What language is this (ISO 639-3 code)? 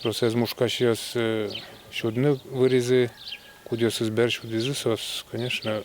udm